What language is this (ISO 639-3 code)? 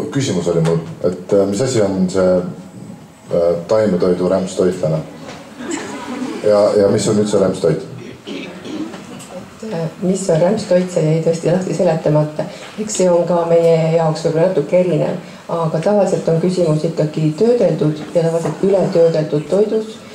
est